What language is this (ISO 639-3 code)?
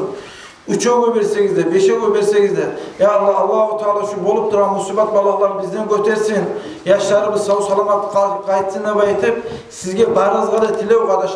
kum